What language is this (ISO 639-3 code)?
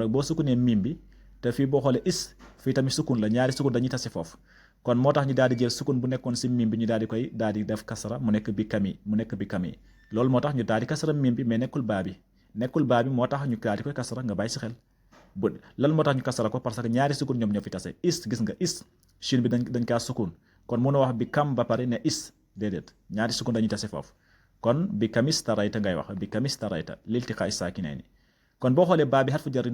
wol